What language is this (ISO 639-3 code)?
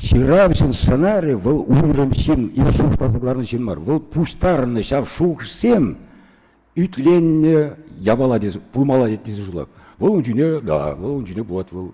chv